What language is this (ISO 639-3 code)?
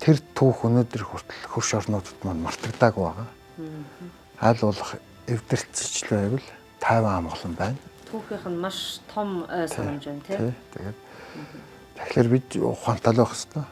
mon